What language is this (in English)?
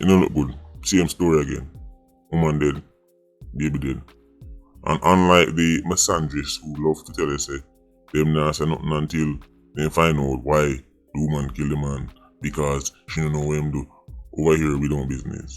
Jamaican Creole English